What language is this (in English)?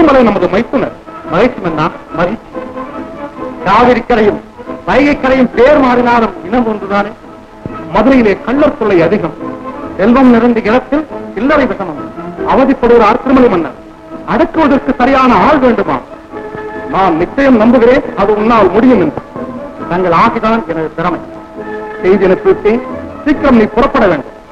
Tamil